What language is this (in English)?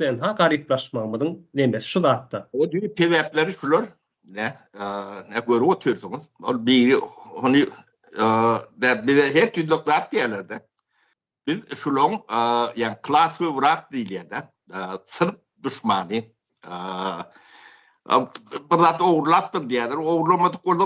Turkmen